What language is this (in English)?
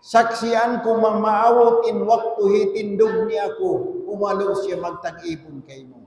Tausug